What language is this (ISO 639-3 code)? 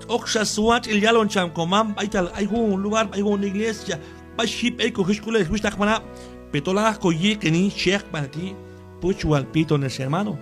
kjb